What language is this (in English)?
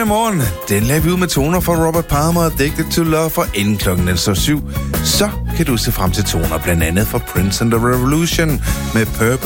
Danish